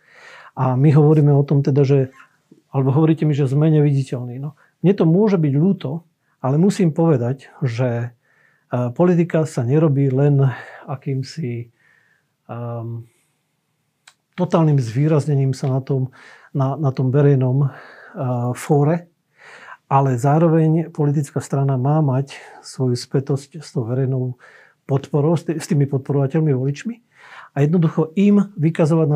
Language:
Slovak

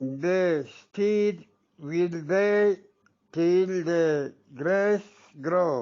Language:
Eastern Balochi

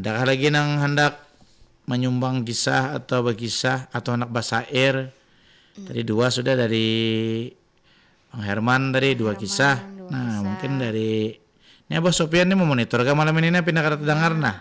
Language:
Banjar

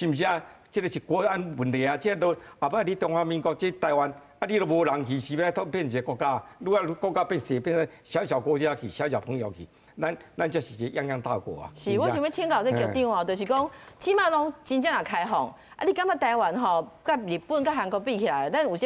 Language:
Min Nan Chinese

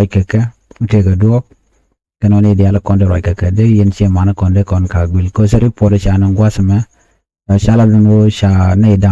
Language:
Nuer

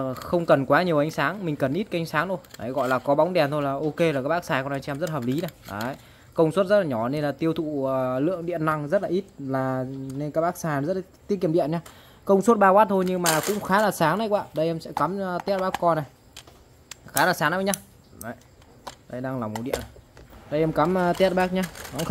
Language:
Vietnamese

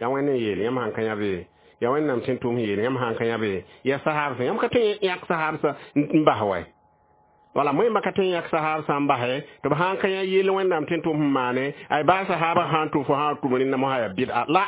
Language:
Mossi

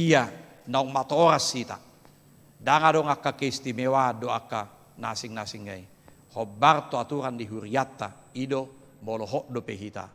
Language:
Batak Toba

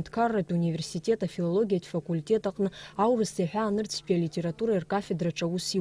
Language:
Abkhazian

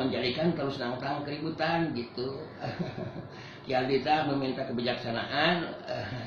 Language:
Sundanese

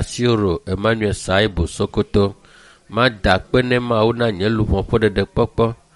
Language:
Ewe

